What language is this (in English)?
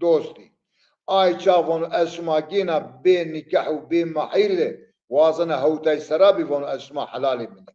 Zaza